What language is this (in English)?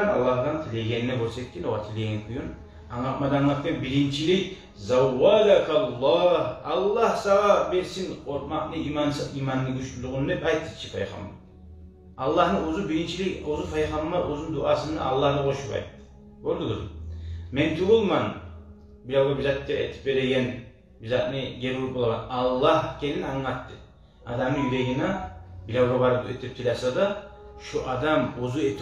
Kumyk